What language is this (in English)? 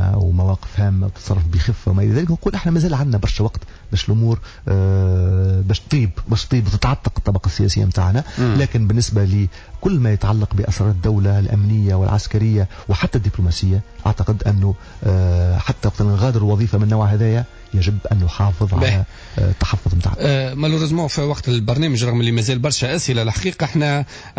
Tunisian Arabic